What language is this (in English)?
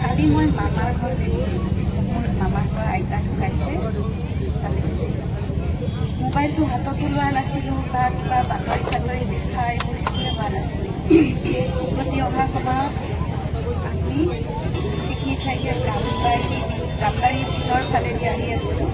Assamese